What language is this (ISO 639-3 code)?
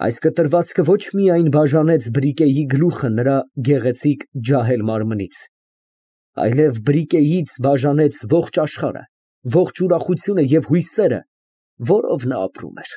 hye